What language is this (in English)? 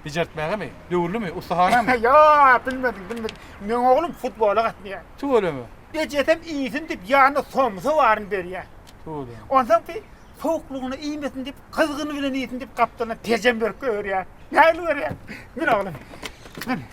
Turkmen